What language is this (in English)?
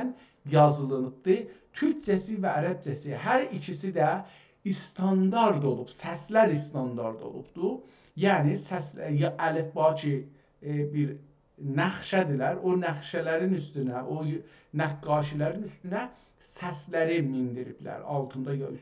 South Azerbaijani